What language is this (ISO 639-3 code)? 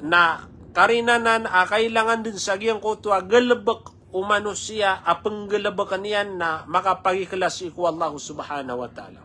mrw